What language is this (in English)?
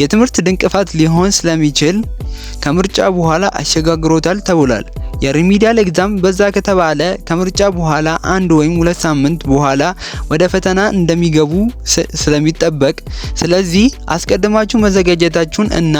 Amharic